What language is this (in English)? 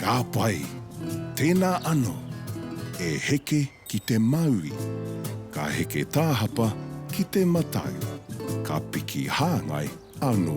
Māori